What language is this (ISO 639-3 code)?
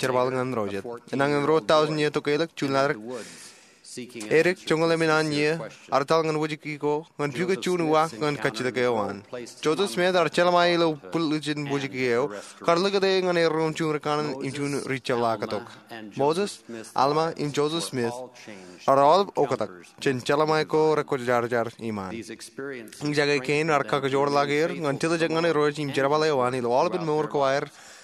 mah